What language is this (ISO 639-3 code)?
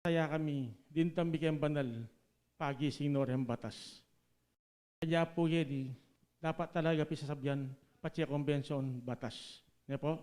pam